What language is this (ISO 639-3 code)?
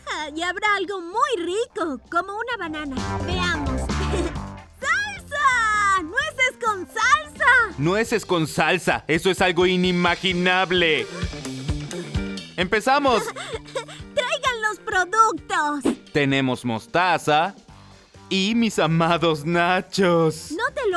spa